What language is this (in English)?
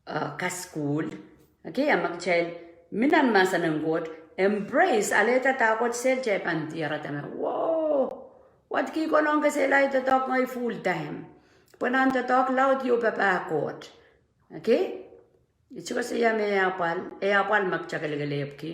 Pohnpeian